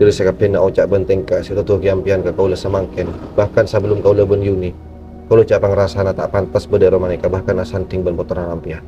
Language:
Madurese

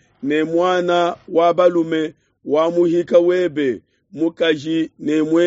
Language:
Luba-Lulua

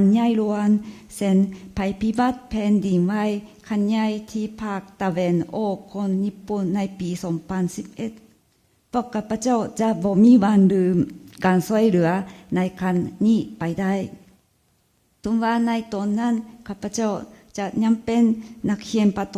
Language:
Lao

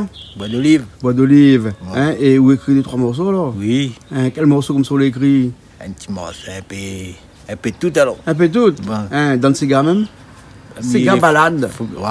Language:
Réunion Creole French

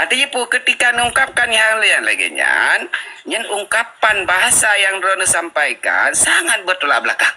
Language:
Achinese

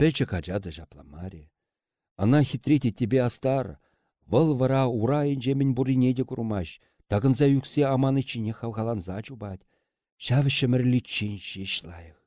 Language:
Chuvash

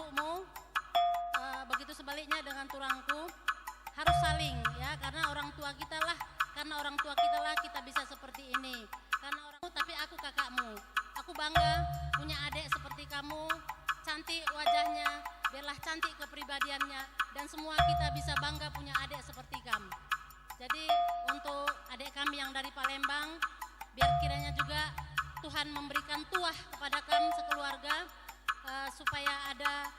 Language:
Batak Karo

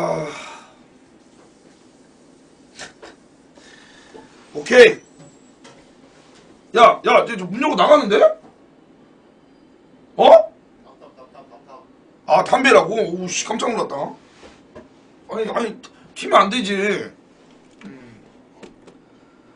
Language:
Korean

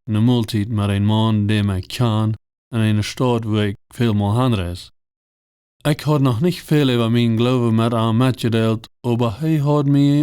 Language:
Plautdietsch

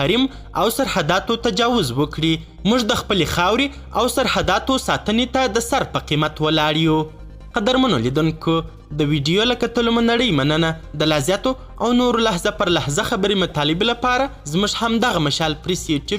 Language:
Pashto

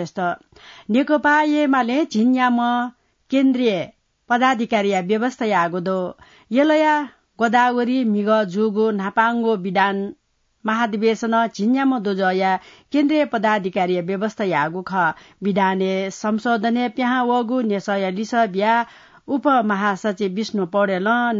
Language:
Newari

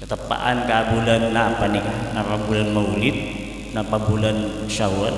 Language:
Madurese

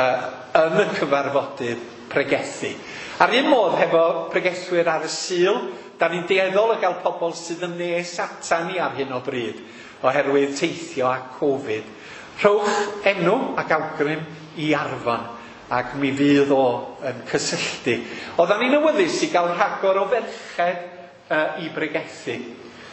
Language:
Welsh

